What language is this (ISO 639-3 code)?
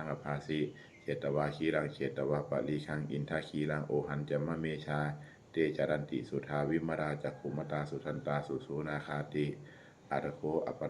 pli